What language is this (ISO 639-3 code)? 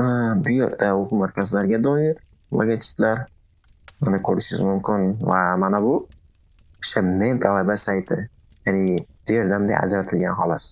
uzb